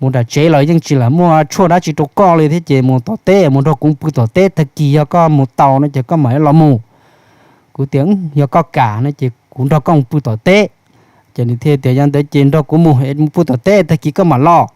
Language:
Hmong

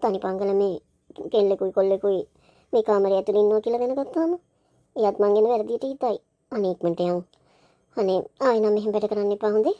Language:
Sinhala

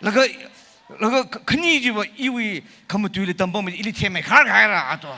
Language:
Tangkhul Naga (India)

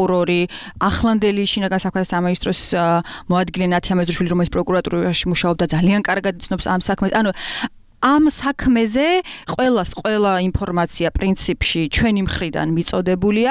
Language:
Georgian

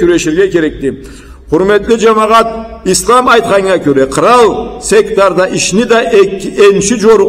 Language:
Karachay-Balkar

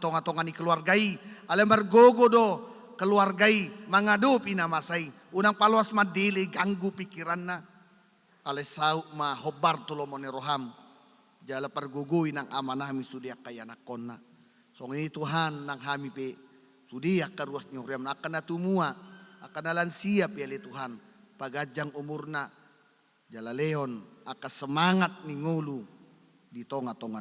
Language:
Batak Toba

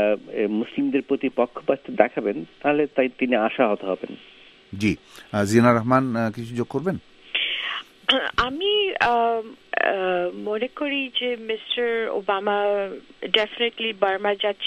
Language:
Bangla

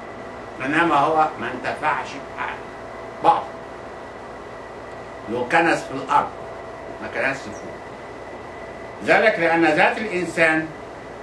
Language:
Egyptian Arabic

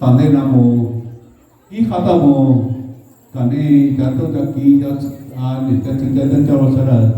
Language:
Hmong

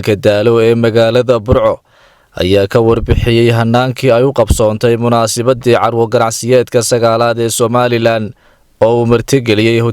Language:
Somali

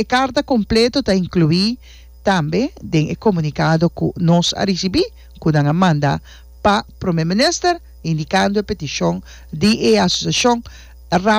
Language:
Papiamento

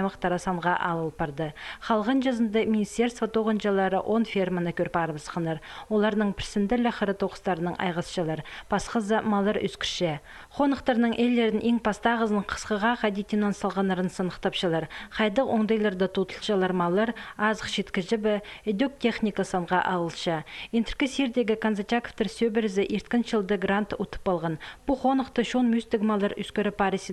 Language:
Khakas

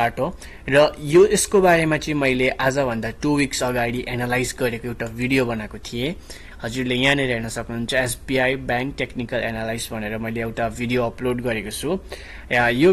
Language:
Nepali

